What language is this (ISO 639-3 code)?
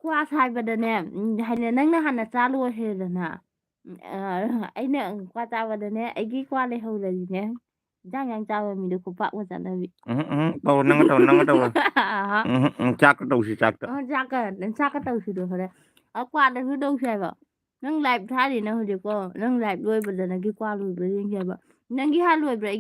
mni